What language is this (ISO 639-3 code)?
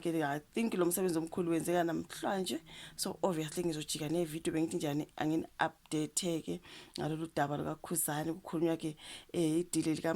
zul